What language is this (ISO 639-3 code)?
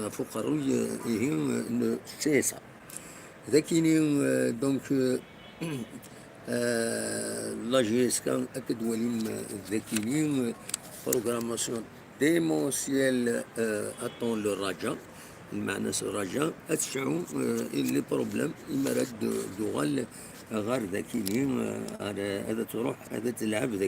kab